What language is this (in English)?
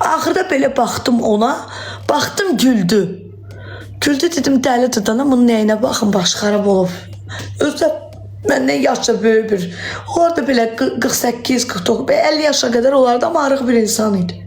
Azerbaijani